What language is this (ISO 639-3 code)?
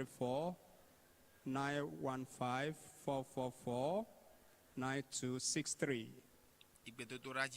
ewe